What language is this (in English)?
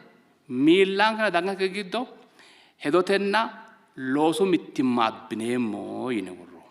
Sidamo